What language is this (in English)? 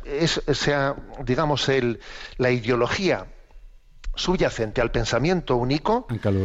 Basque